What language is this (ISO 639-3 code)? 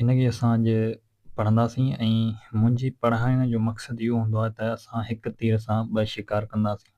snd